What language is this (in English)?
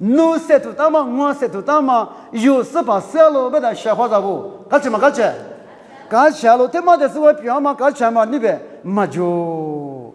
Lisu